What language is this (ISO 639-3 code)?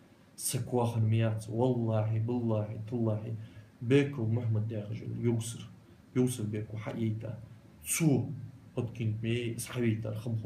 inh